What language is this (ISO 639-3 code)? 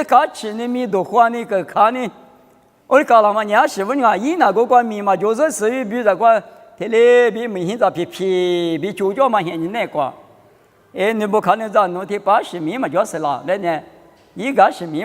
lis